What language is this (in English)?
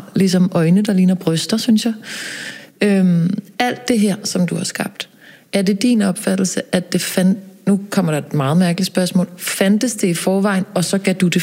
Danish